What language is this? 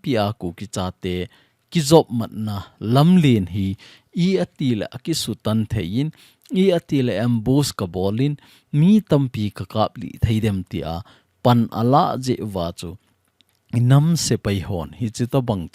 Thado Chin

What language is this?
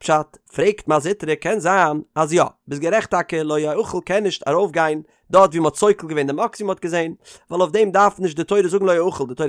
Yiddish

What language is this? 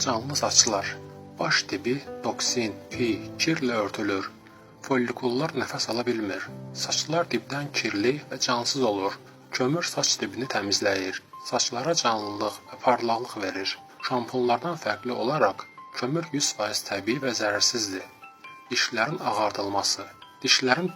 Azerbaijani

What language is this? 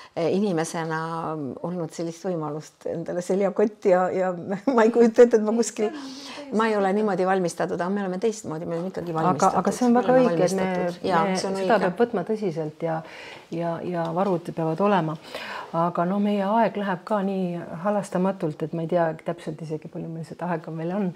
Estonian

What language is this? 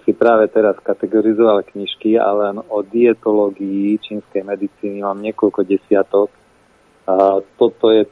Slovak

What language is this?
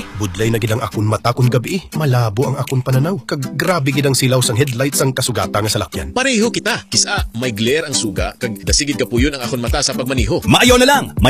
Hiligaynon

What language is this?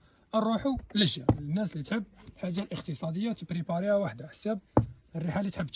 Algerian Arabic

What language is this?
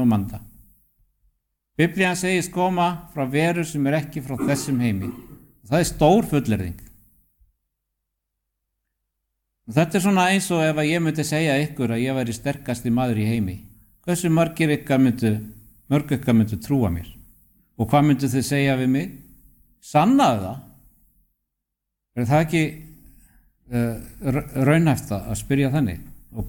Icelandic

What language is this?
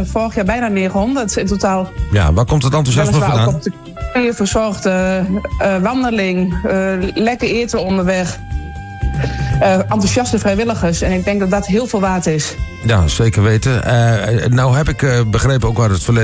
Dutch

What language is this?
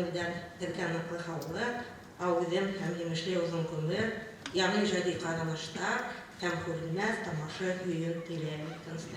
Bashkir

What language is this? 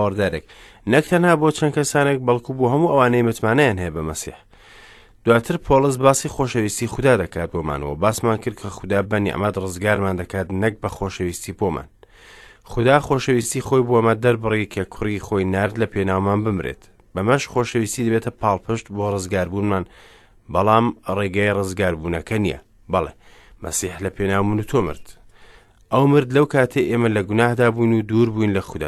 Central Kurdish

